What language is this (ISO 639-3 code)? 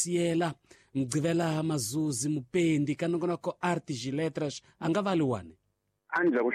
tso